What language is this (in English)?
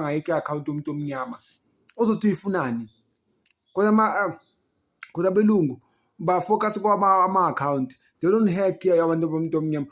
Zulu